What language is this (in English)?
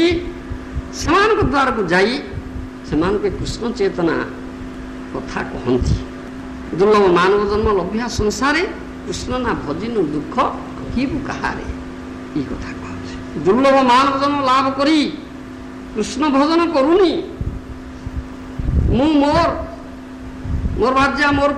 Odia